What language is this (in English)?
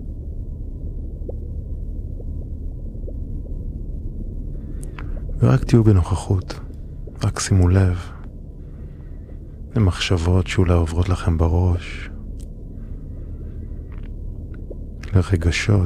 Hebrew